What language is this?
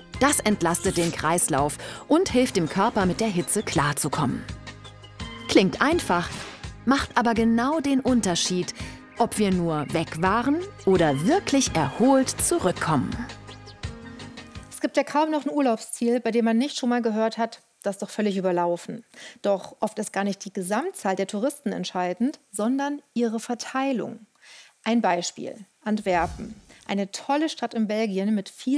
German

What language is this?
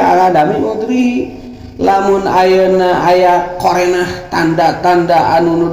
Sundanese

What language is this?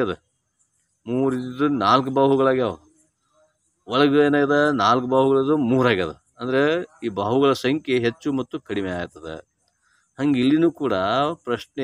Kannada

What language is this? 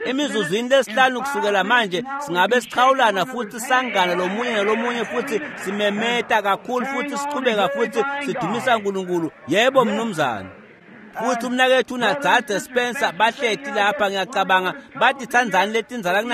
Swati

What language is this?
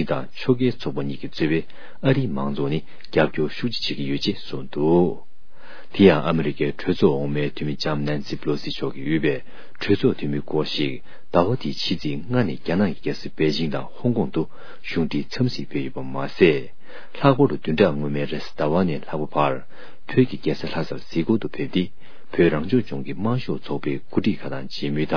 Tibetan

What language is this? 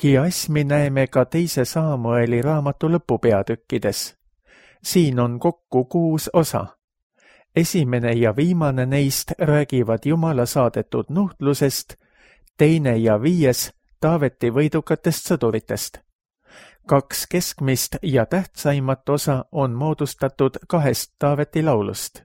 Estonian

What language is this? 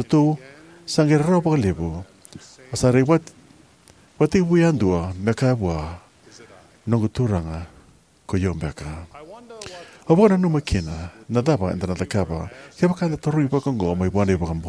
Fijian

